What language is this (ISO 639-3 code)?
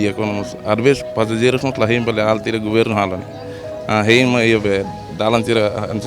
tet